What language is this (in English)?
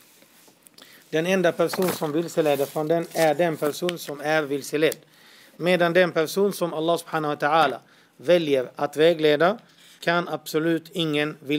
Swedish